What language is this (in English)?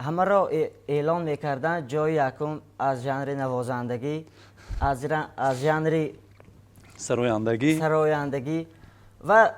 Tajik